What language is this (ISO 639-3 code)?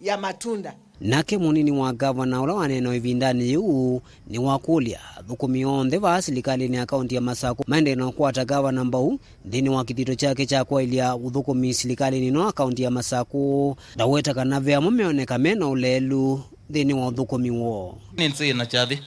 kam